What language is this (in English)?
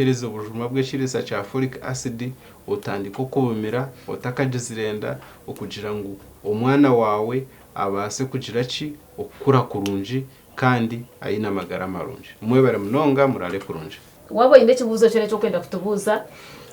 Nyankole